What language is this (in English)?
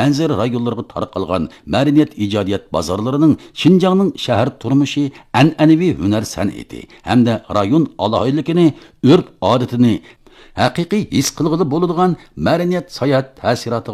Uyghur